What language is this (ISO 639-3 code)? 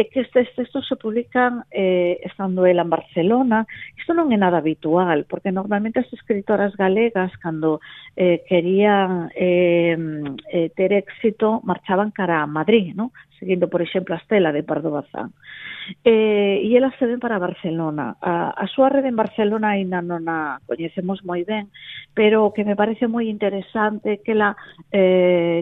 glg